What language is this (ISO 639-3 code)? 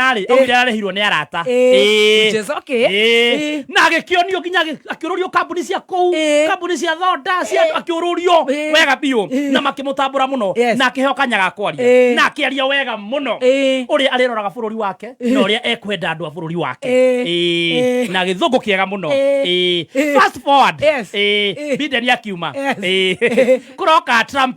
kik